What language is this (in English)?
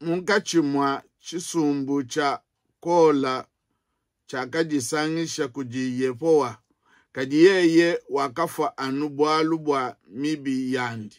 Luba-Lulua